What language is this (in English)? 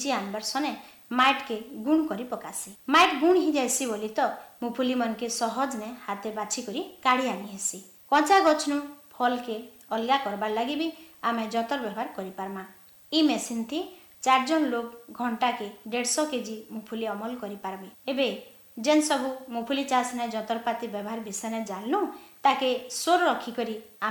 Odia